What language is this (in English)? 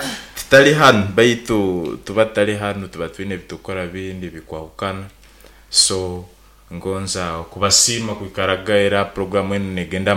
Nyankole